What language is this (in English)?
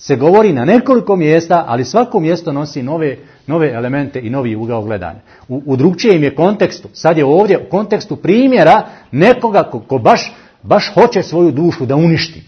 Bosnian